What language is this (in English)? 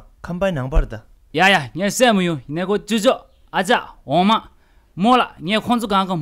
Tibetan